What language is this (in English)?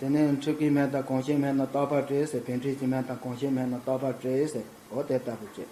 Tibetan